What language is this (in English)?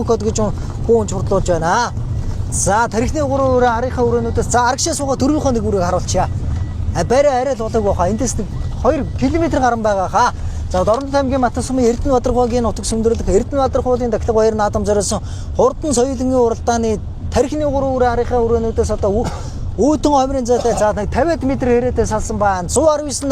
Mongolian